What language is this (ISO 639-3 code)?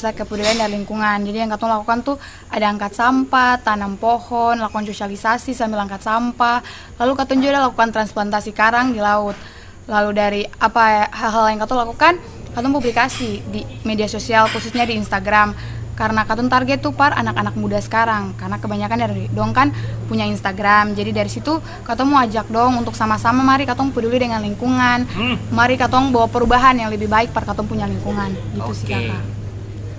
abs